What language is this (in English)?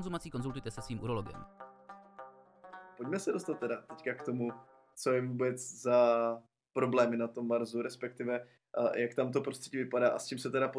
Czech